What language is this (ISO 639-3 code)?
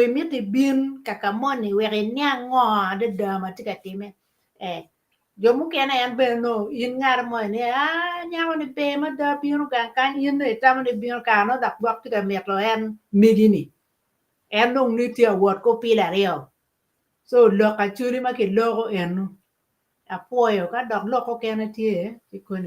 ach